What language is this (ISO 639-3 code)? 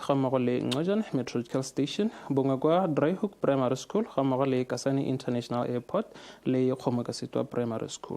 tsn